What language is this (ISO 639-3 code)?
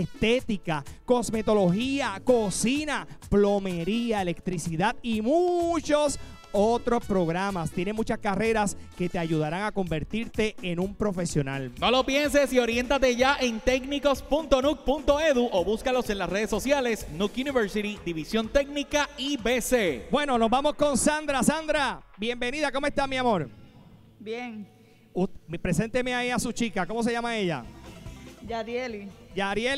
spa